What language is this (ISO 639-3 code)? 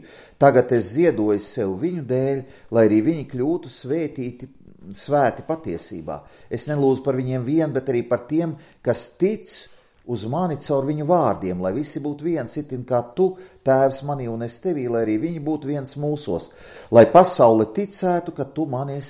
lav